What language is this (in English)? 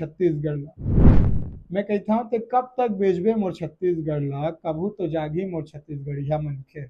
Chhattisgarhi